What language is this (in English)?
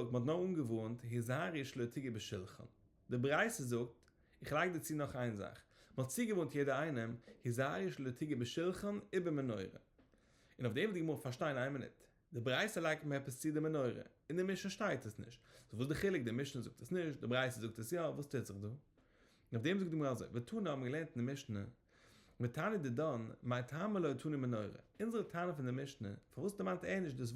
Yiddish